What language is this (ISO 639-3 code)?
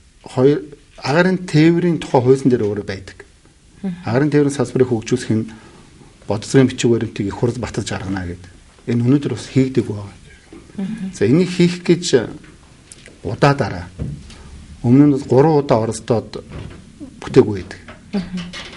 mon